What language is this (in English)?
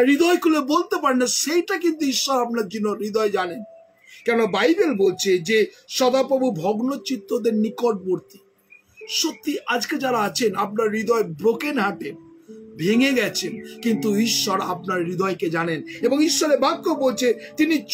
Bangla